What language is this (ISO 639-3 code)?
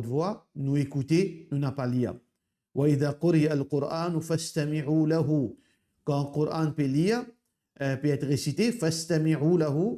mfe